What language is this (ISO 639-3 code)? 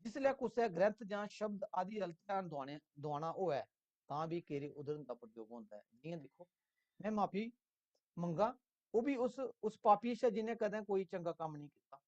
doi